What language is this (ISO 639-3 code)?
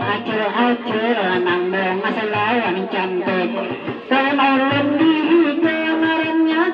bjn